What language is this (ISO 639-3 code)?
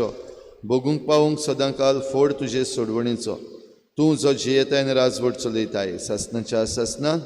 kok